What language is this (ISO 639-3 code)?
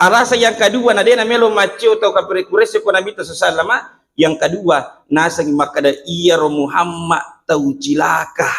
bug